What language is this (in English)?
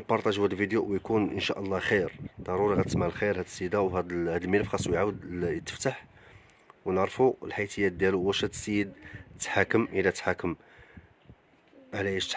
Moroccan Arabic